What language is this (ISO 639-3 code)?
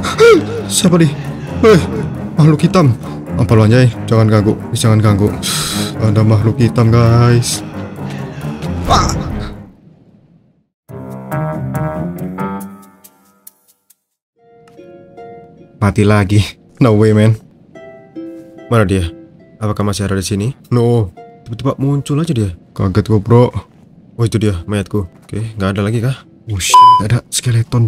ind